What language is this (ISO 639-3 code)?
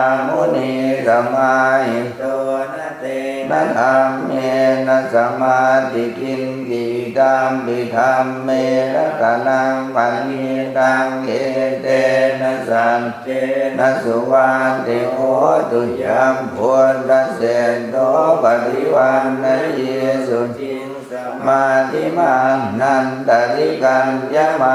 pli